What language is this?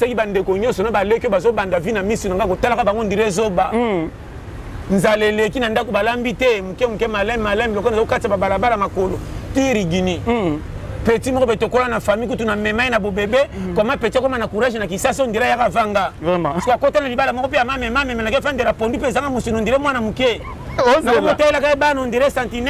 Lingala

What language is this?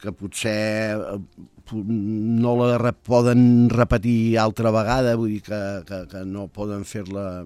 Catalan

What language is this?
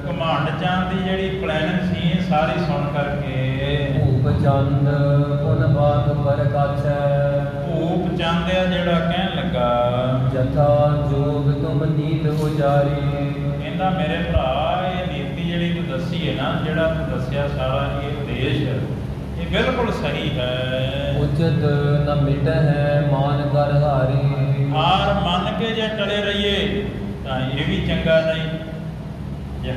Punjabi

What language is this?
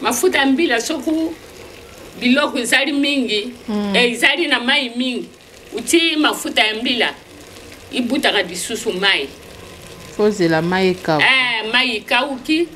Lingala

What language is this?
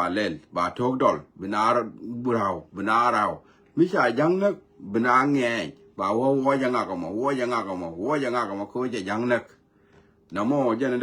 Nuer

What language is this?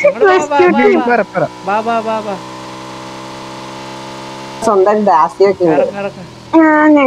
Malayalam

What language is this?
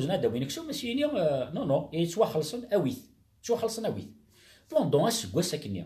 Kabyle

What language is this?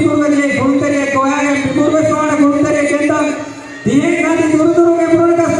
Divehi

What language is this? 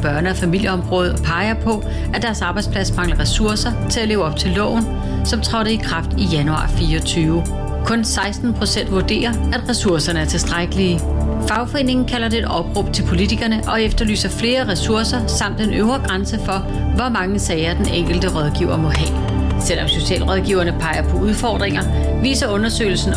Danish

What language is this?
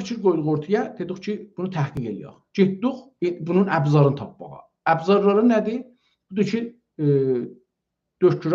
South Azerbaijani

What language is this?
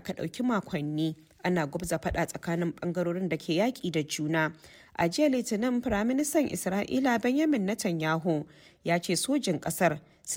Hausa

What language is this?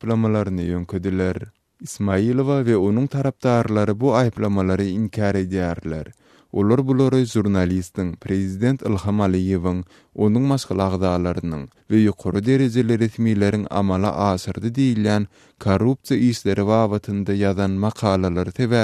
Turkmen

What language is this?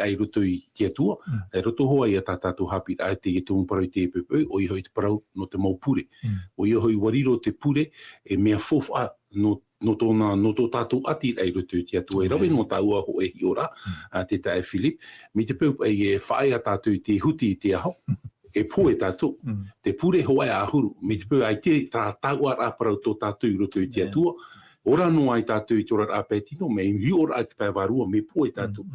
Tahitian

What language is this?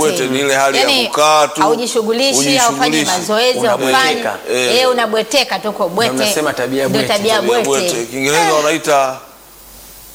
Swahili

